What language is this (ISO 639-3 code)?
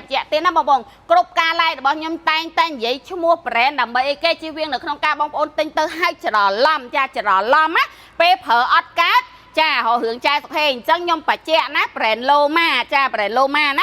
khm